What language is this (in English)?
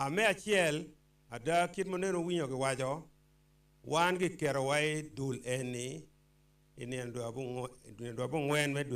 Acoli